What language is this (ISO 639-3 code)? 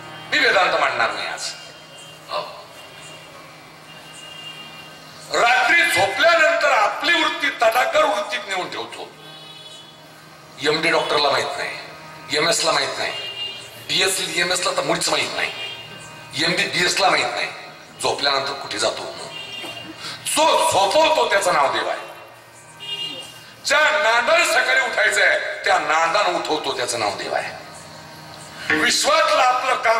mar